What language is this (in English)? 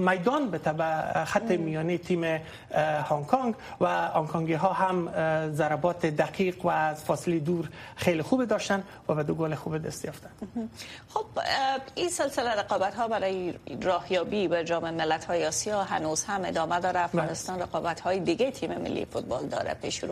Persian